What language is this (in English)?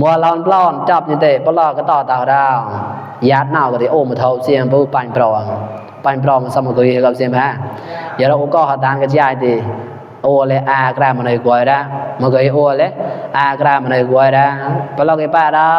Mon